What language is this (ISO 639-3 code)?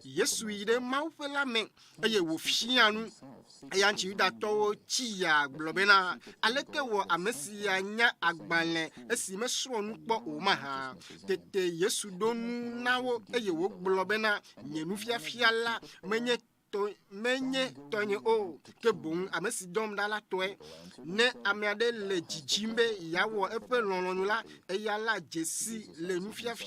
ewe